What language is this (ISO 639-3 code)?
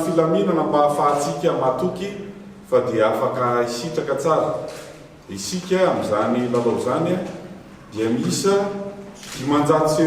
mlg